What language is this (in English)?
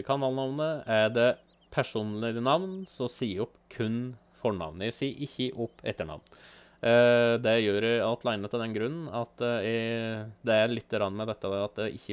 Norwegian